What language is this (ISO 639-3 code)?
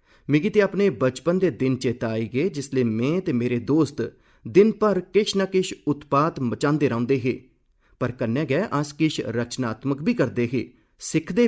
doi